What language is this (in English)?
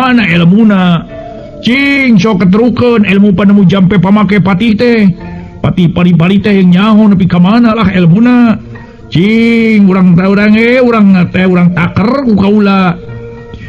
Sundanese